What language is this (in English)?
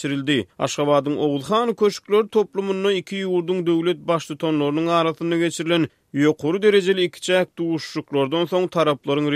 Turkmen